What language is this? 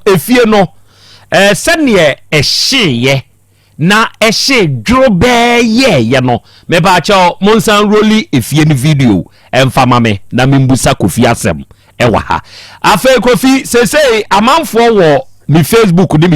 Akan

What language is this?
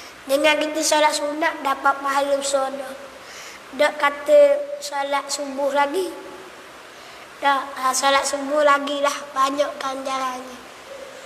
Malay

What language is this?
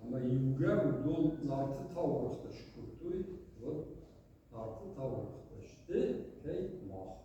Ossetic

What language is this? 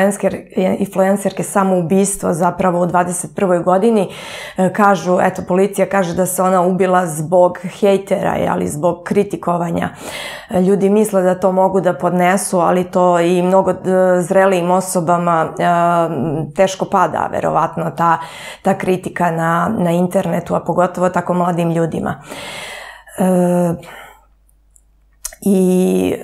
Serbian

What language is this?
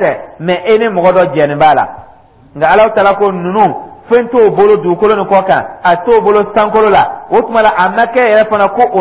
Dyula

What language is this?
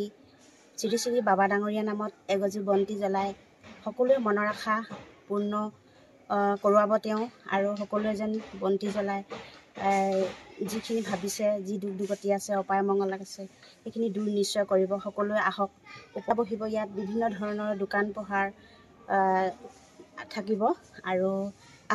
Assamese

